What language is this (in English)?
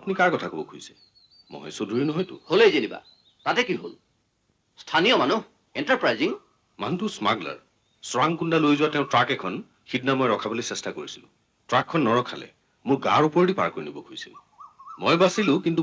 Assamese